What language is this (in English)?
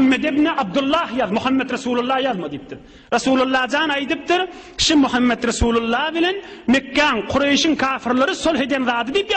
Turkmen